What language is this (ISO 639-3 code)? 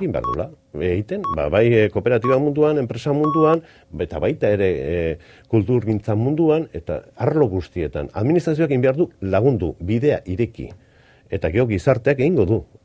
eus